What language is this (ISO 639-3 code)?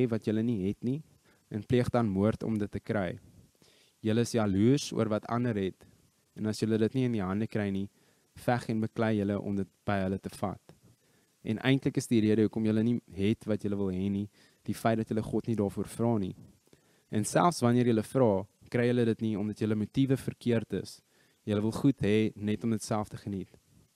afr